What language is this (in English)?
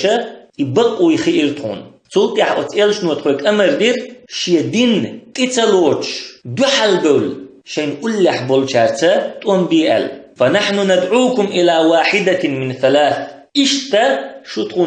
Chechen